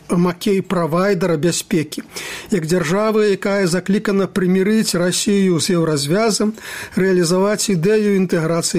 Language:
Belarusian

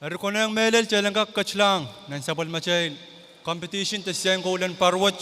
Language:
Pohnpeian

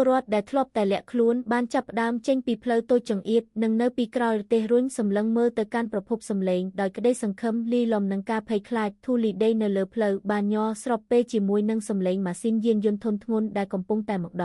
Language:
Khmer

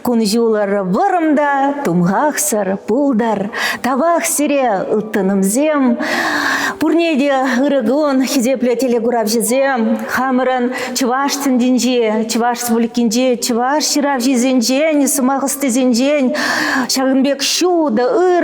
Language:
Chuvash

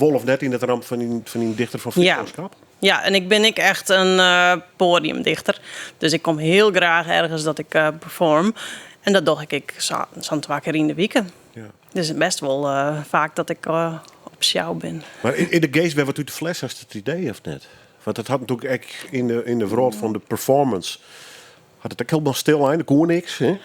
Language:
Western Frisian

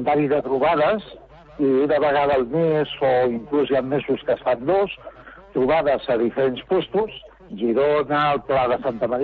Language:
Catalan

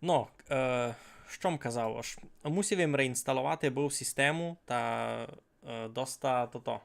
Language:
Rusyn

